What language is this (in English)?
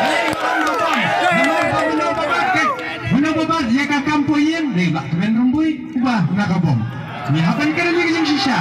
Khasi